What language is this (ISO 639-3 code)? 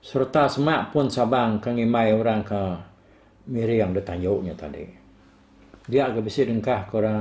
iba